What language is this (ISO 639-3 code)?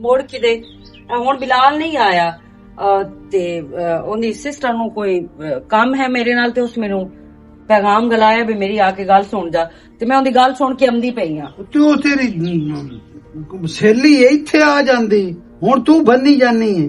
lah